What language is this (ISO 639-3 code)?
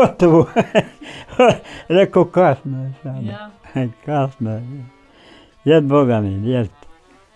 bos